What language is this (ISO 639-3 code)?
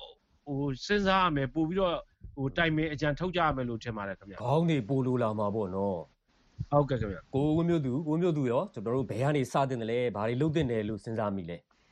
mya